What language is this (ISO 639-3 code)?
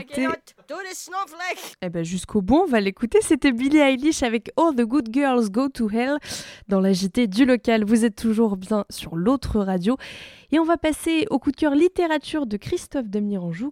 fra